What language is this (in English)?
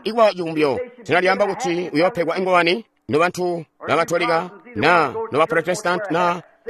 Tonga (Zambia)